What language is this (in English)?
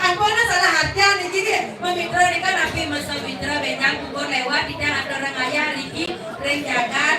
Balinese